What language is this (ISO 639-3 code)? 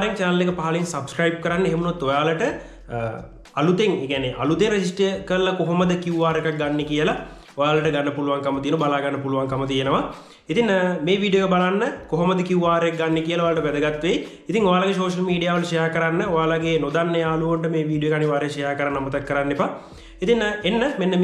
sin